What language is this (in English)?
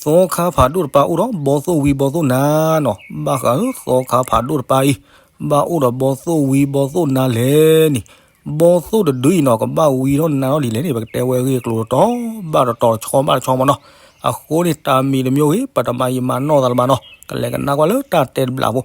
S'gaw Karen